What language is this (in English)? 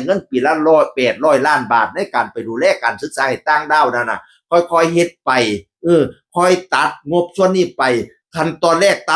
Northeastern Thai